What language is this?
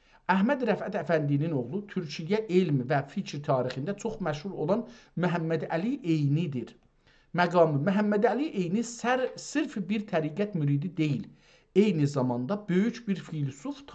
South Azerbaijani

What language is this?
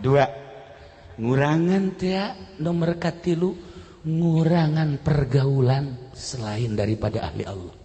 Sundanese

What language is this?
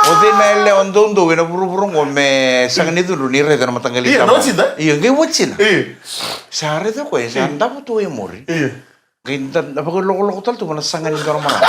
Fijian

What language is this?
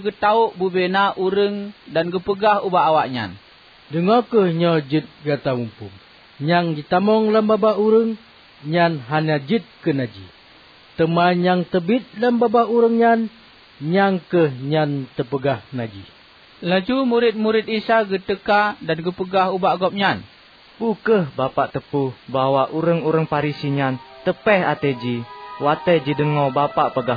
Achinese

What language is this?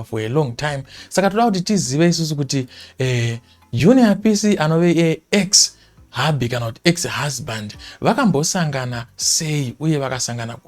Shona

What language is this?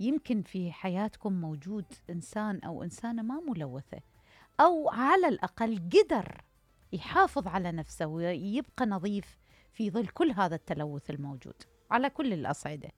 Mesopotamian Arabic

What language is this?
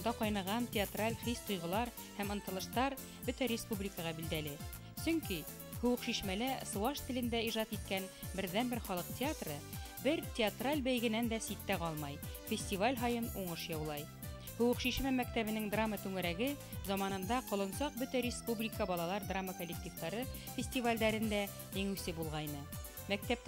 Bashkir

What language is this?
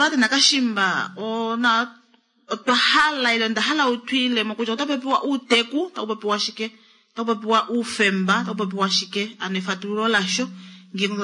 Kuanyama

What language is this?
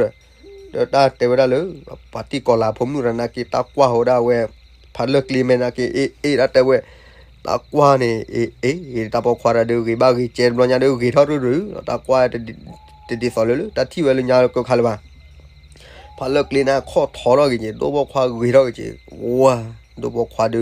S'gaw Karen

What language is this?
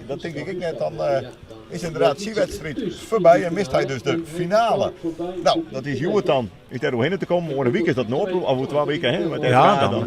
Western Frisian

